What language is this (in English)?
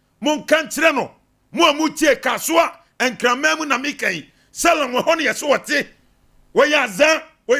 Akan